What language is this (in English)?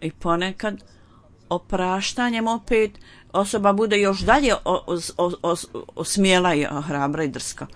Bosnian